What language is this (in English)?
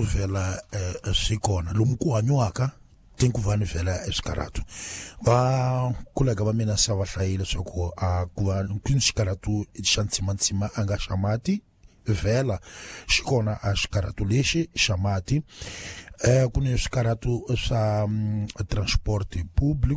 Tsonga